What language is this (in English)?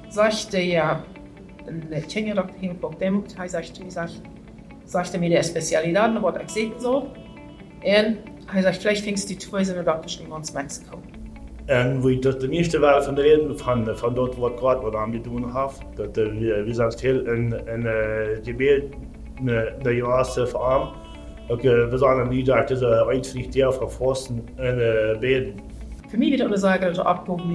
Plautdietsch